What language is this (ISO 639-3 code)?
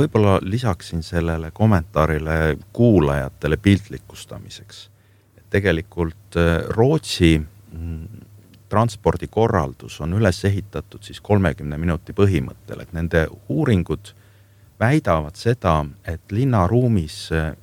est